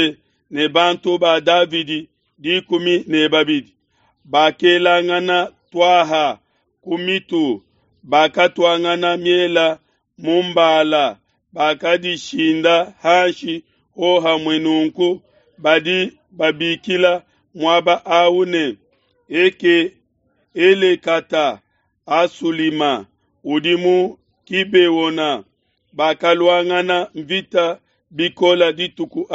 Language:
Luba-Lulua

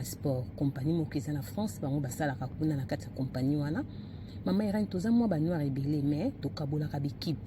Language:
Lingala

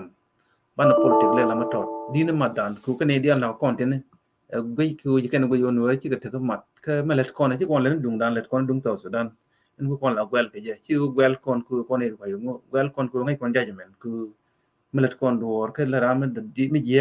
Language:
Nuer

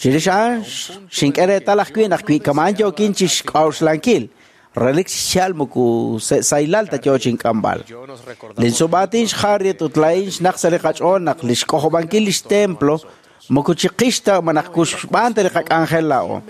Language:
Kekchí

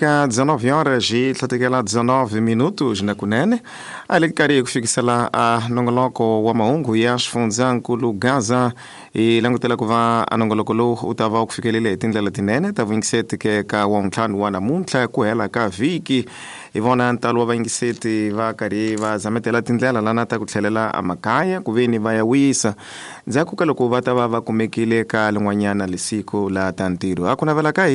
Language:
Tsonga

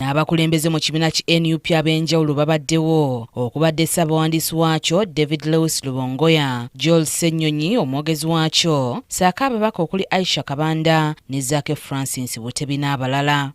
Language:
Ganda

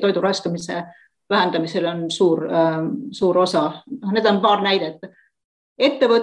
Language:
Estonian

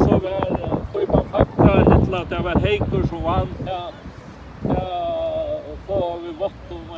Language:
Faroese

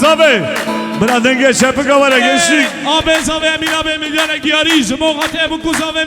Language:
Kurdish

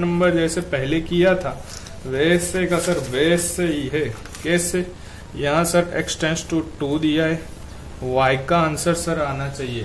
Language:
Hindi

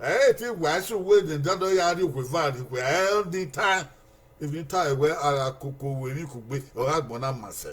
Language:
Bini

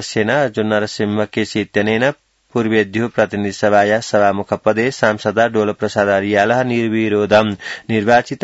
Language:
Sanskrit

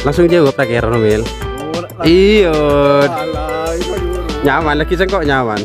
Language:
Madurese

